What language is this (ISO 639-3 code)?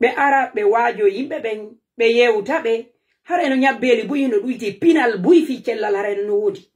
ful